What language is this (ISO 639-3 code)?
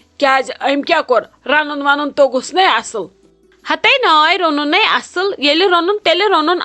kas